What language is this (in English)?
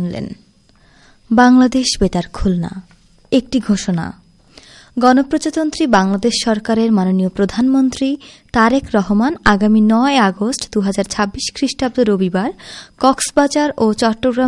Bangla